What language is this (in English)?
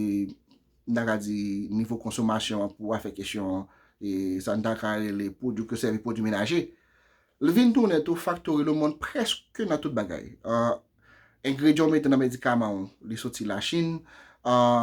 Haitian Creole